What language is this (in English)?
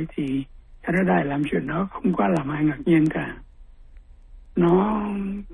Vietnamese